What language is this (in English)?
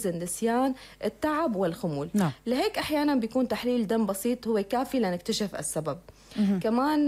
North Levantine Arabic